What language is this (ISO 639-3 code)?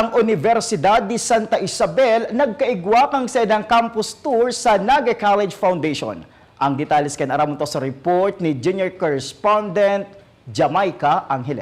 bik